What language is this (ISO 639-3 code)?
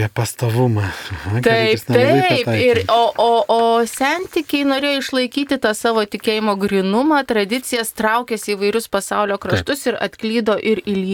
lit